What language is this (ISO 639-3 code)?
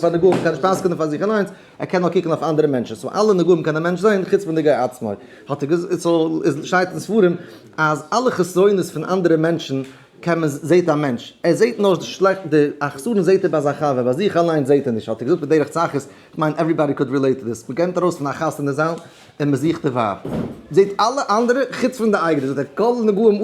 yid